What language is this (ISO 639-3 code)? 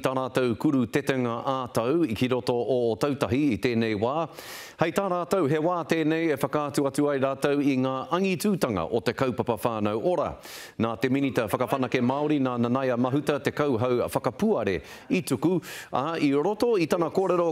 mri